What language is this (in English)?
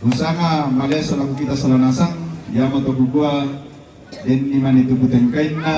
Toraja-Sa'dan